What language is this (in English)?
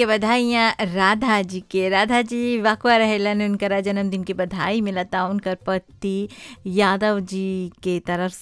Bhojpuri